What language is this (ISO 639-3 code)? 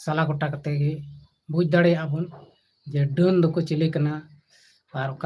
sat